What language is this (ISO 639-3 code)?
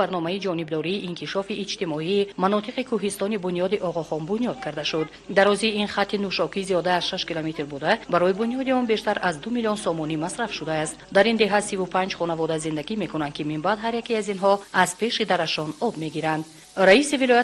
tgk